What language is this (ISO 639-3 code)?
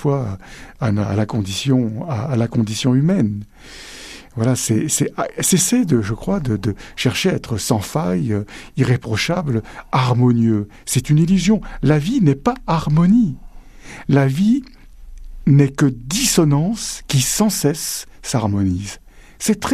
fra